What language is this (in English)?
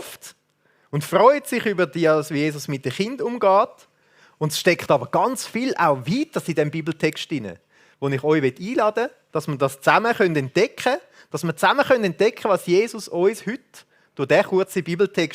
Swiss German